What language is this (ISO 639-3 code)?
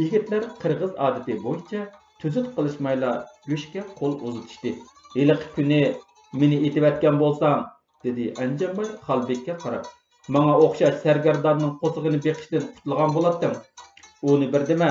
uig